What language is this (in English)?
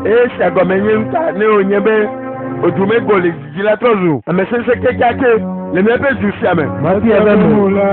Ewe